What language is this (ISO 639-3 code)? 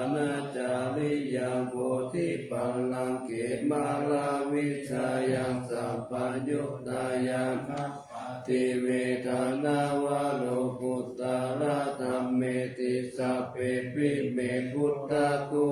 pli